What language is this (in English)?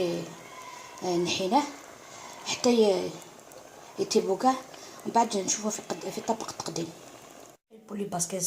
Algerian Arabic